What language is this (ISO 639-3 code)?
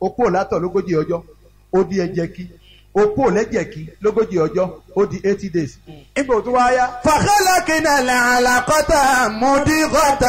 yor